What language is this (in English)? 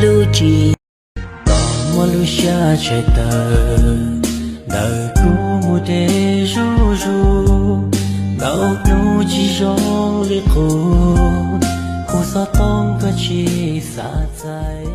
Hmong